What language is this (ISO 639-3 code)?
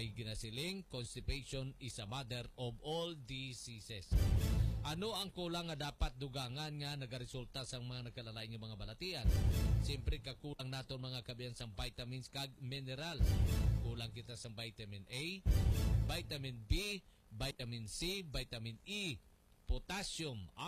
hil